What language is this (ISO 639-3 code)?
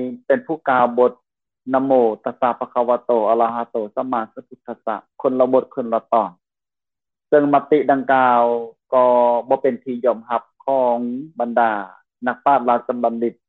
lao